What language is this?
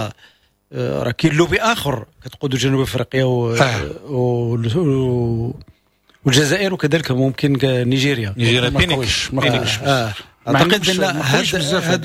Moroccan Arabic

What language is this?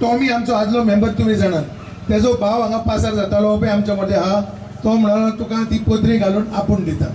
Konkani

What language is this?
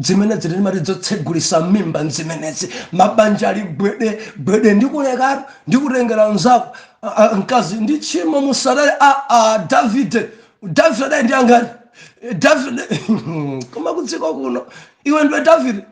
Nyanja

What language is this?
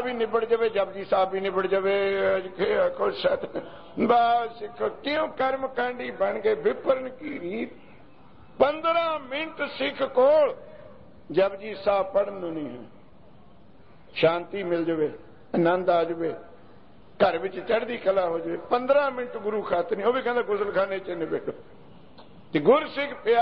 Punjabi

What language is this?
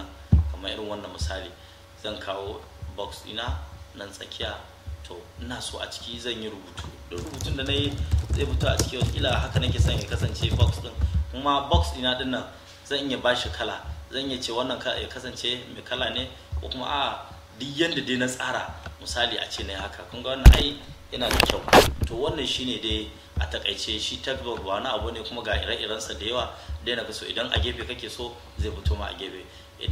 Hausa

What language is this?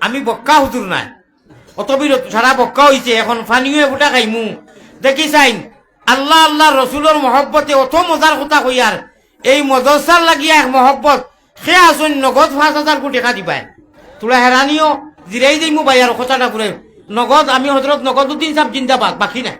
Sylheti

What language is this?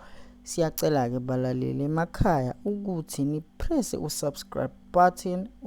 Zulu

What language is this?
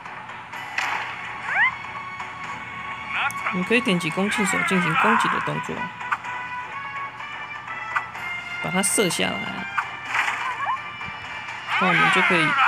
Chinese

